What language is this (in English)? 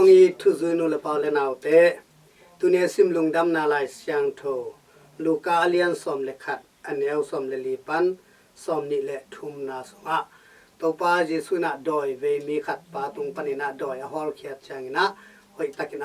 Tedim Chin